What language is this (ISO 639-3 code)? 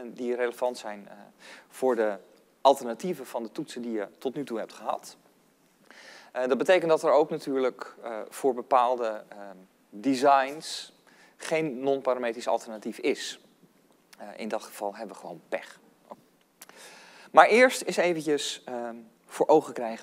nld